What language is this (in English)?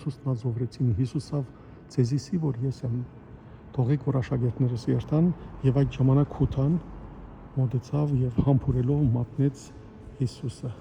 Western Armenian